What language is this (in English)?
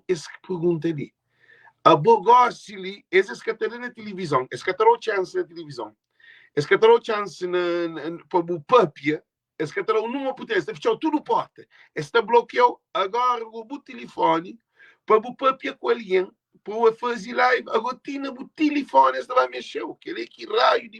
Kabuverdianu